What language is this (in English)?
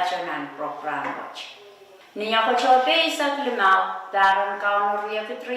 Pohnpeian